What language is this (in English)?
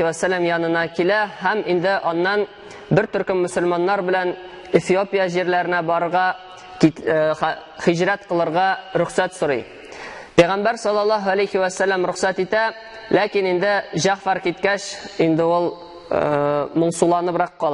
Tatar